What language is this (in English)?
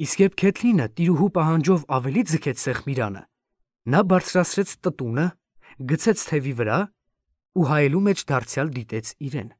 Armenian